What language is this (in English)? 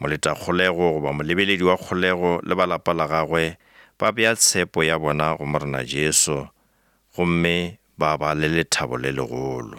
Northern Sotho